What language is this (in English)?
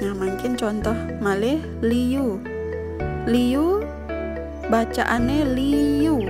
Balinese